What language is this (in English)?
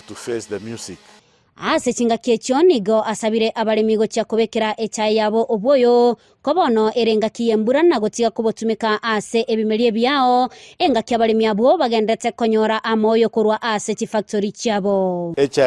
Gusii